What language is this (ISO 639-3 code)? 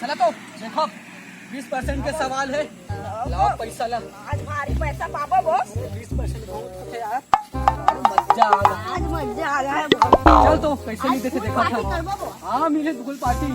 hne